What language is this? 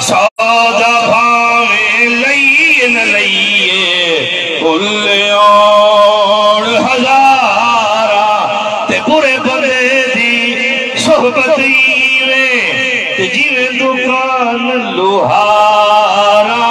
Saraiki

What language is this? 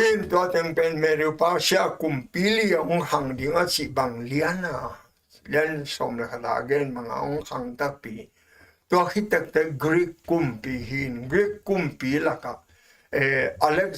Tedim Chin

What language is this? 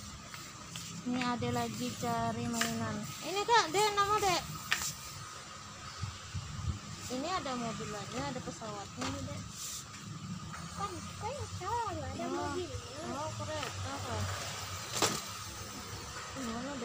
Indonesian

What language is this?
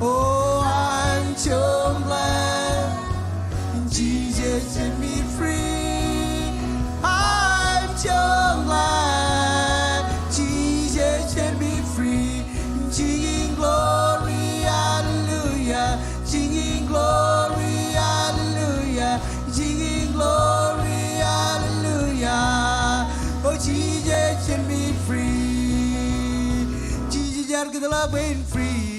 Marshallese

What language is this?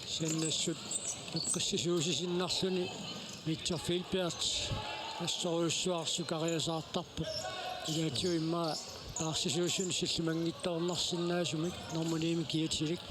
Kalaallisut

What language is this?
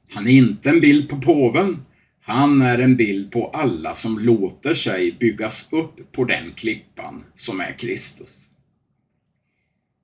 Swedish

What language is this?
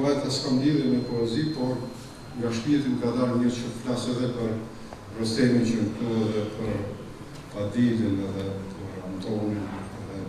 Albanian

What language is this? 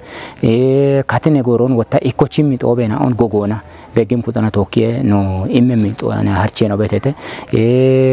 Kafa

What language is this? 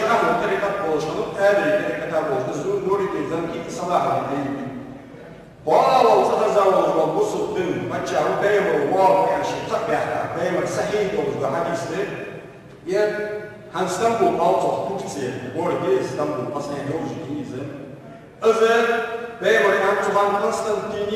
Ingush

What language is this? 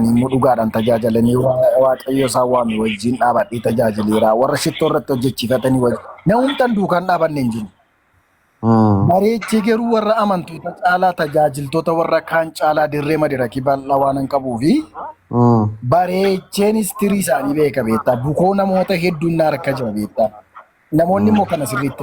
Oromo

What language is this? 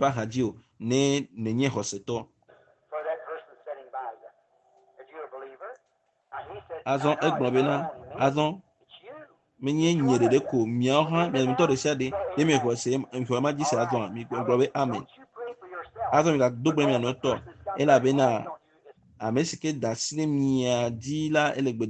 Ewe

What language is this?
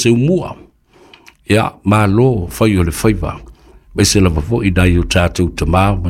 Samoan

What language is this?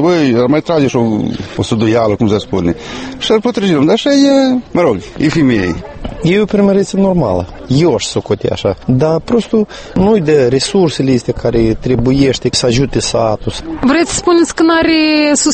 Romanian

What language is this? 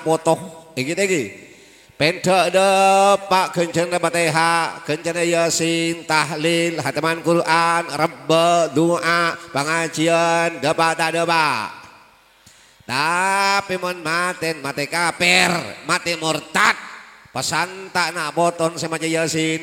Madurese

